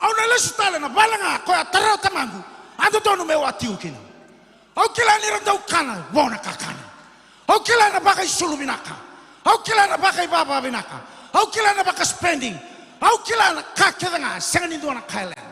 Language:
Fijian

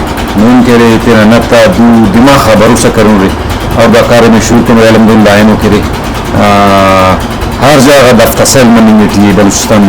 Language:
Brahui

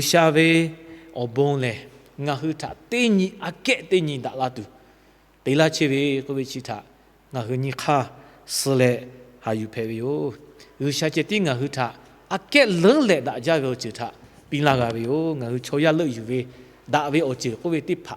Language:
Lahu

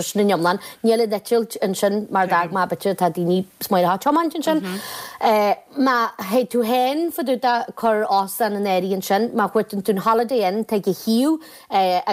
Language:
Irish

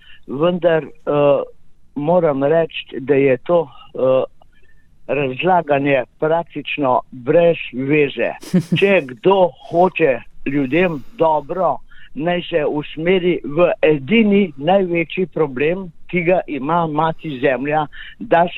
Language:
Slovenian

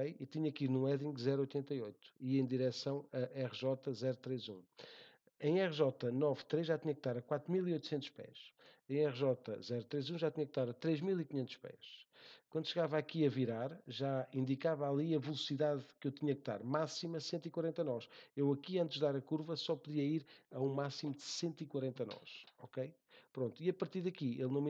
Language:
Portuguese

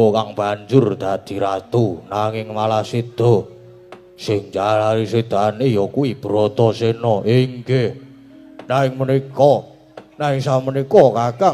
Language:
Javanese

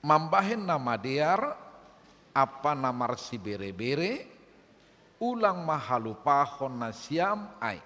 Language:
Batak Simalungun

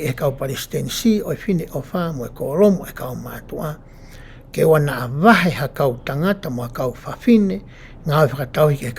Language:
Tongan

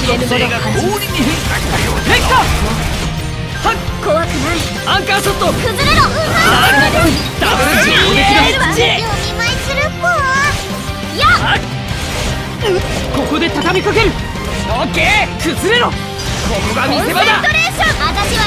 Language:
Japanese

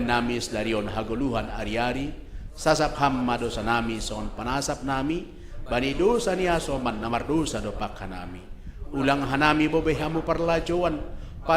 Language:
Batak Simalungun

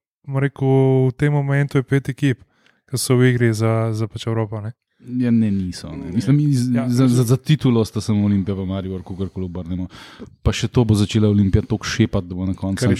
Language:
Slovenian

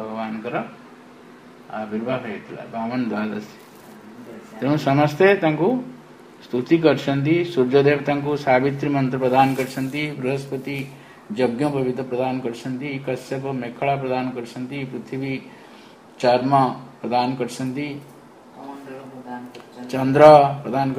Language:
Odia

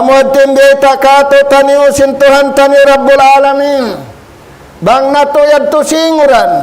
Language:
Tausug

